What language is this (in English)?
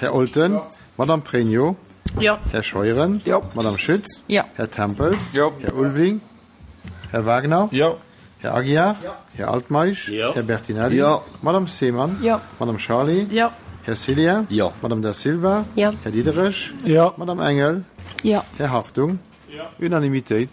Luxembourgish